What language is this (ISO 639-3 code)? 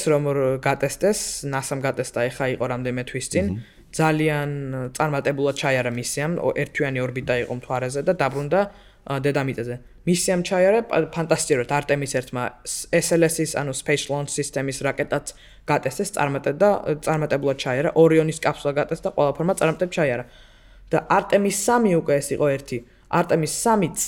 kat